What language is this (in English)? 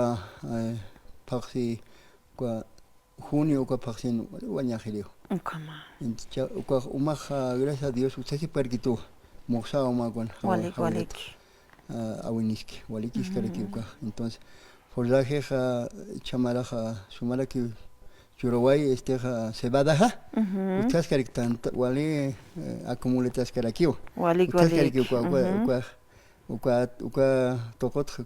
Aymara